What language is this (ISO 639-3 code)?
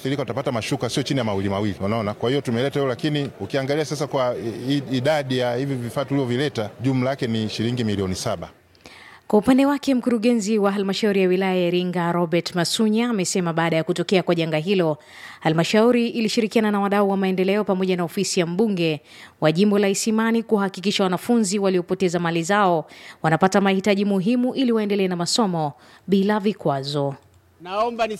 swa